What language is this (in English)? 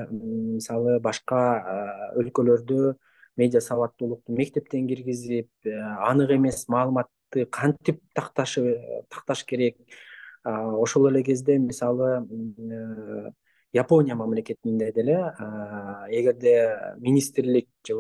Kyrgyz